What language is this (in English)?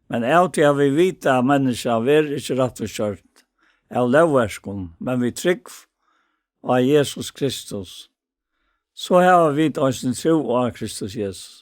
Faroese